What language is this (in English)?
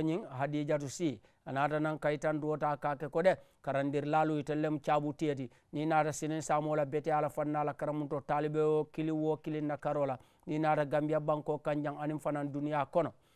Mandingo